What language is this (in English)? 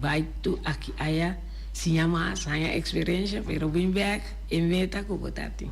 Papiamento